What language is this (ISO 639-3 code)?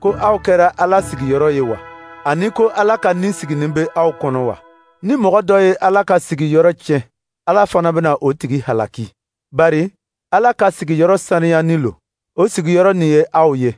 dyu